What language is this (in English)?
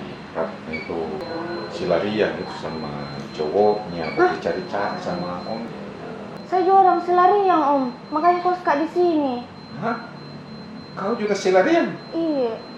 Makassar Malay